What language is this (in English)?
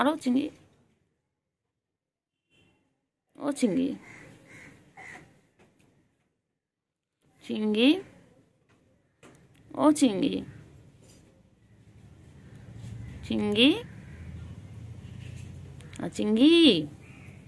Bangla